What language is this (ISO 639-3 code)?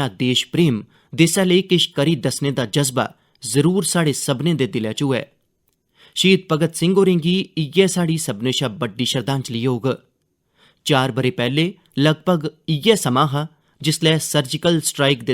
doi